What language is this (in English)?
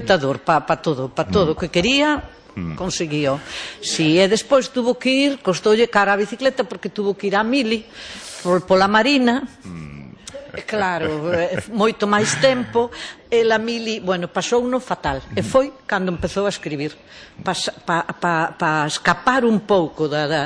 Galician